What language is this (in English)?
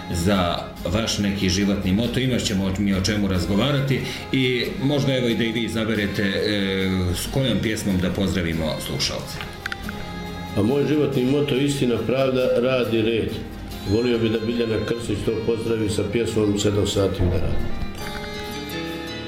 Bosnian